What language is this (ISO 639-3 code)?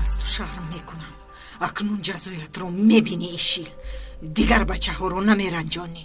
tgk